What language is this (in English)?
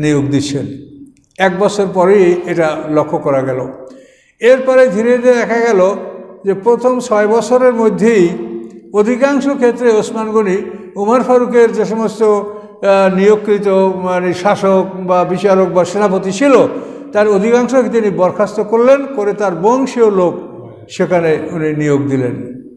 Bangla